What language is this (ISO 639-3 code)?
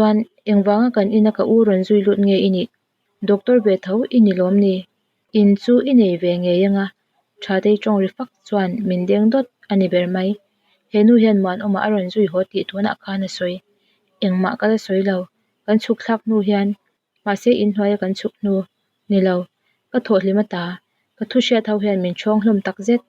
lus